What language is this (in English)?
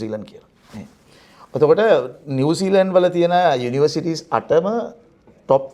Sinhala